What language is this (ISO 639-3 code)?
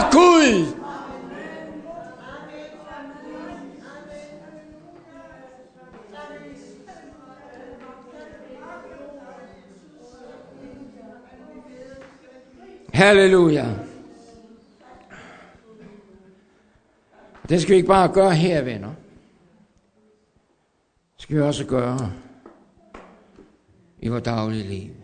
dan